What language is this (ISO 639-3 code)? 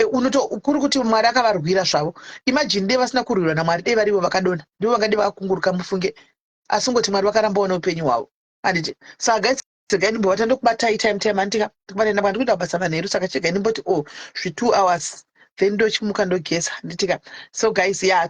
sna